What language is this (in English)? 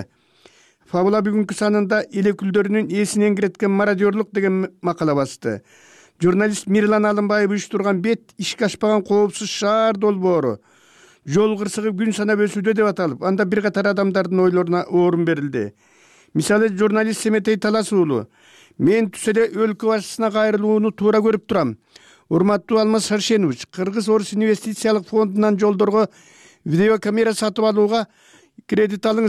Kyrgyz